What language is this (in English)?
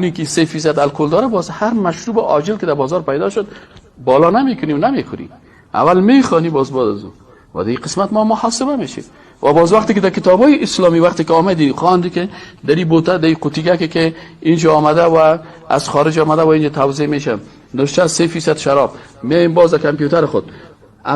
Persian